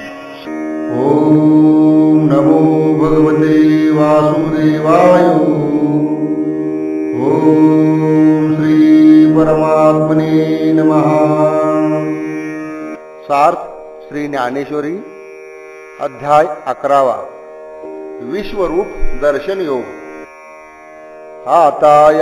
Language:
Marathi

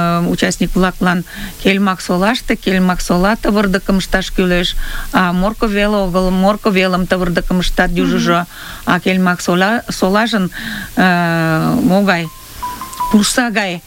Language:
Mari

